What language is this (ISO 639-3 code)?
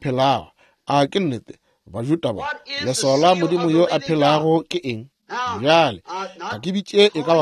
nso